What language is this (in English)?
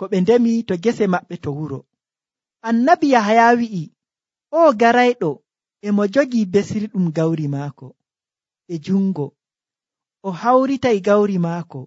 Nigerian Fulfulde